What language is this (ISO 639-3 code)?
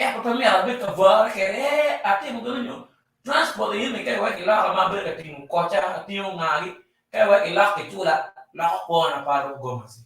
ach